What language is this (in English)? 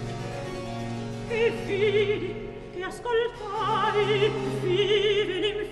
Italian